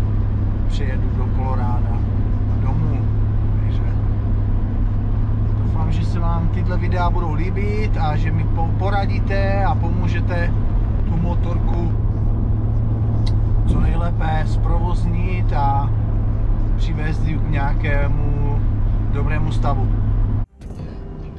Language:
Czech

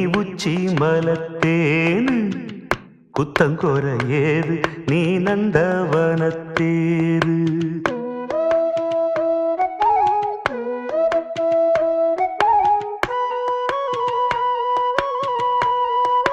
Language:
Tamil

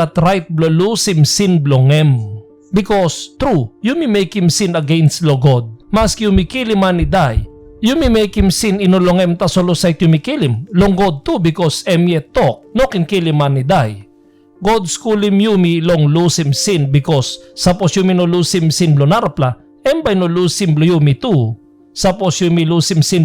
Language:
Tok Pisin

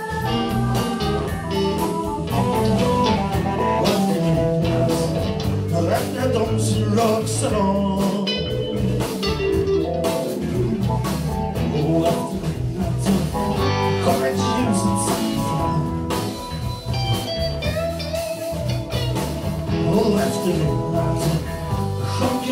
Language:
Swedish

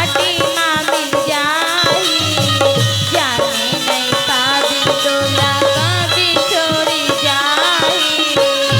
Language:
Chhattisgarhi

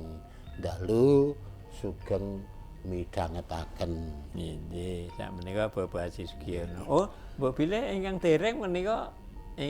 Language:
Javanese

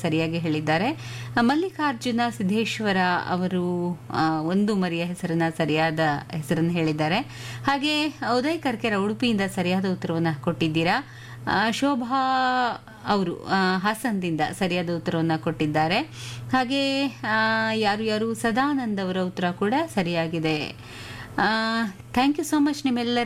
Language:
Kannada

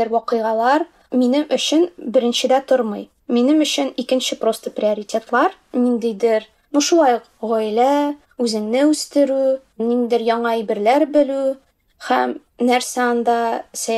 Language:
Tatar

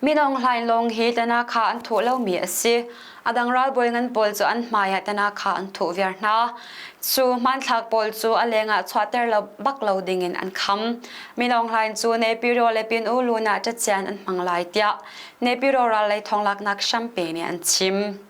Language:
Hakha Chin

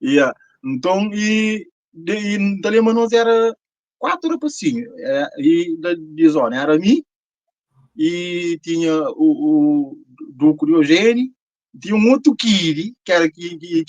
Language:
Kabuverdianu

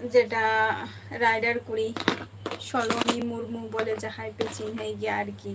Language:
Santali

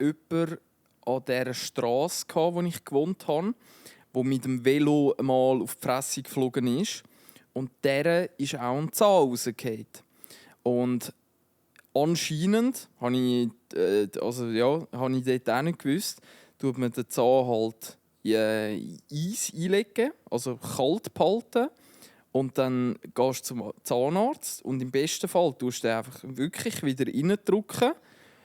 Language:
Swiss German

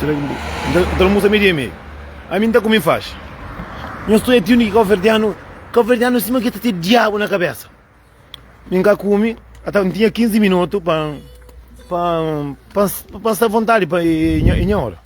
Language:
Kabuverdianu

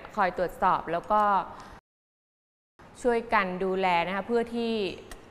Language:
Thai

